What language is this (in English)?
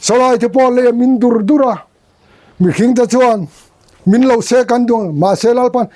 Mizo